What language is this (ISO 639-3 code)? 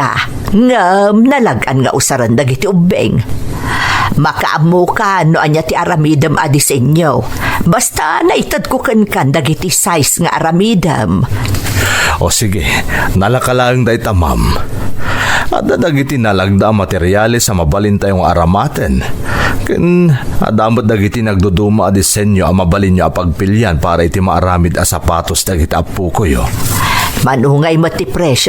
ilo